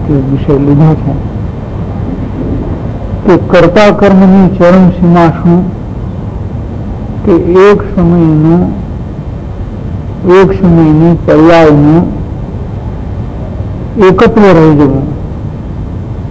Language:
Gujarati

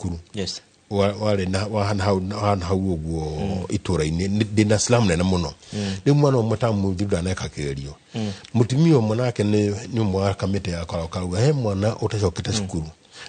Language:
Kikuyu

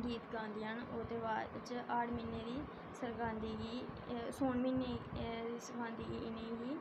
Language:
Dogri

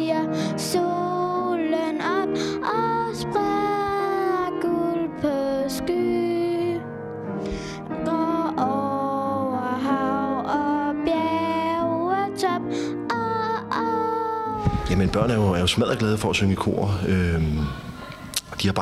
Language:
Danish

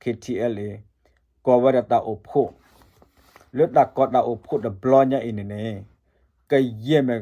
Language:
S'gaw Karen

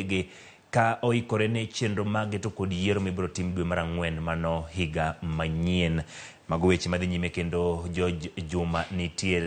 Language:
Luo (Kenya and Tanzania)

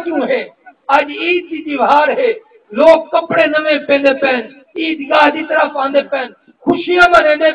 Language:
Saraiki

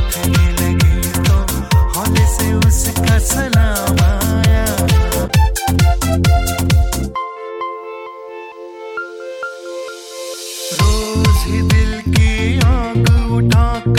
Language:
Hindi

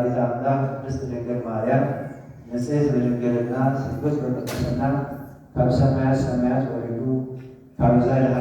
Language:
Tigrinya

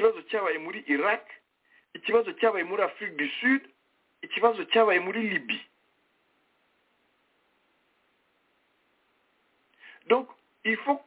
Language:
Kinyarwanda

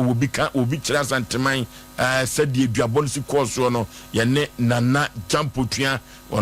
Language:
Akan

